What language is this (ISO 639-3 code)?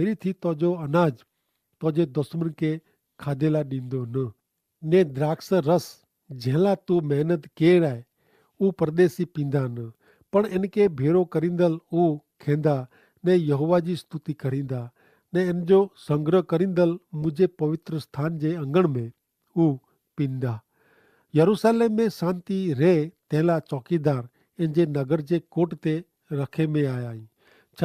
kfr